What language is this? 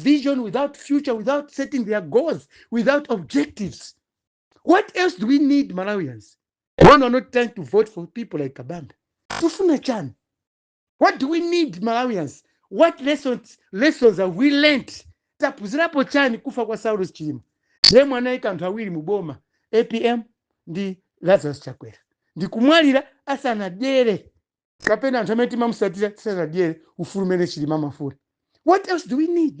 Nyanja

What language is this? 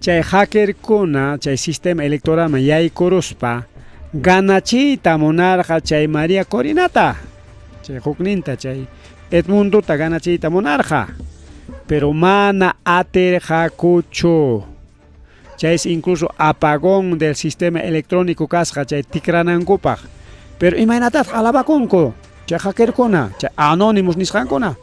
Ayacucho Quechua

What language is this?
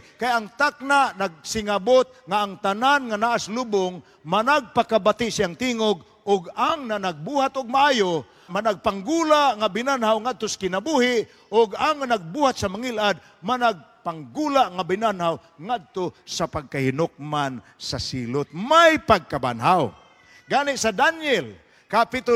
Cebuano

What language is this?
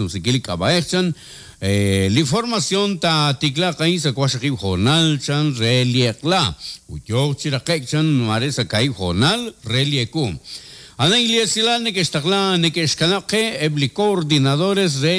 Kekchí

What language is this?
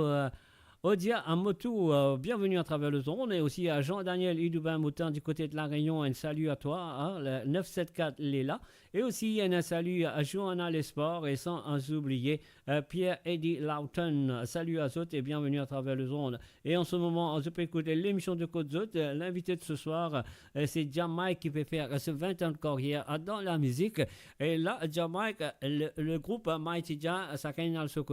Morisyen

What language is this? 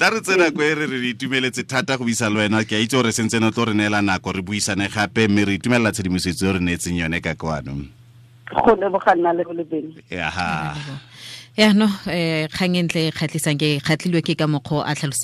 Tswana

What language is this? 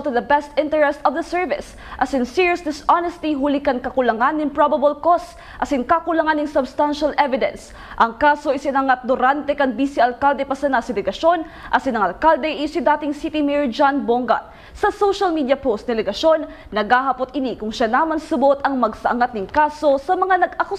Bikol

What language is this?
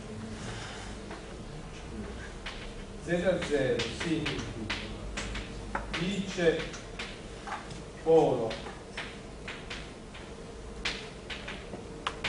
Italian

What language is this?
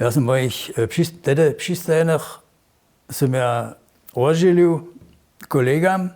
Upper Sorbian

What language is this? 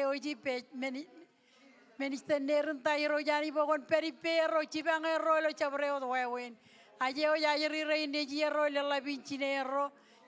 Marshallese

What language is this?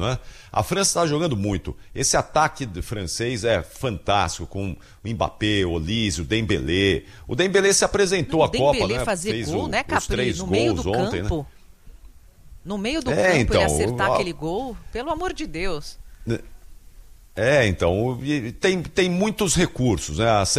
Portuguese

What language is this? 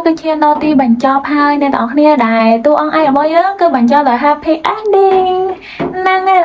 Khmer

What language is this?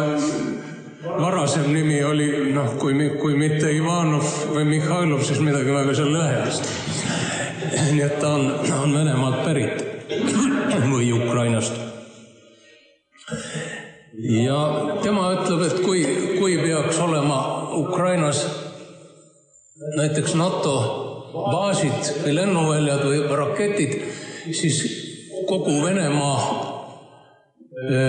Estonian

